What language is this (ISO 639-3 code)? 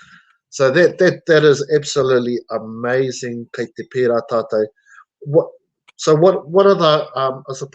mri